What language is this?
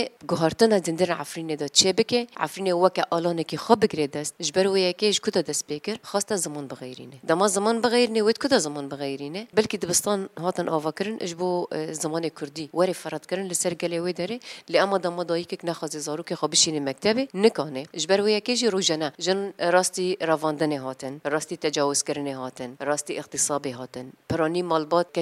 Kurdish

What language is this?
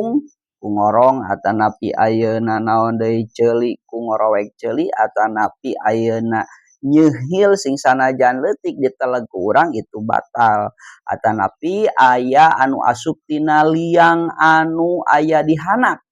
Sundanese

